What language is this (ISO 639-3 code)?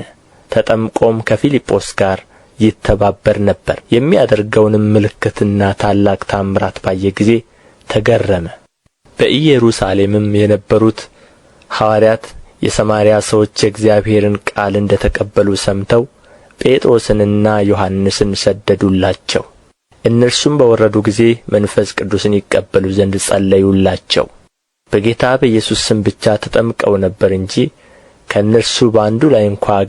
amh